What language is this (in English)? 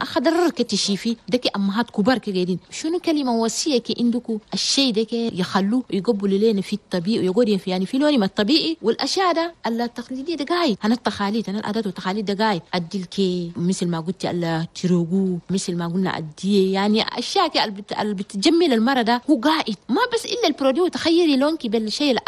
Chadian Arabic